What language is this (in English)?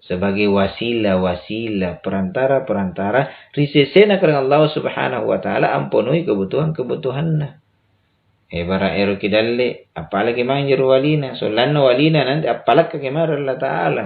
Makasar